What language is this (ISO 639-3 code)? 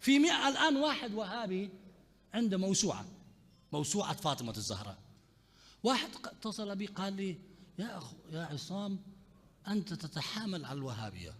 acm